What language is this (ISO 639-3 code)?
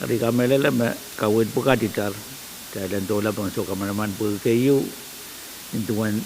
pon